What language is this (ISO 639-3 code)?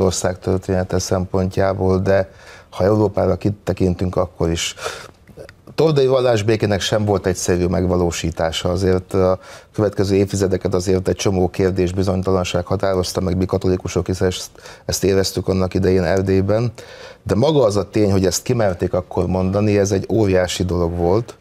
hun